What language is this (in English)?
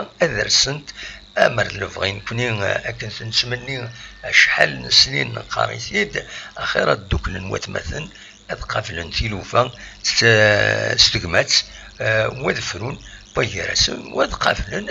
Kabyle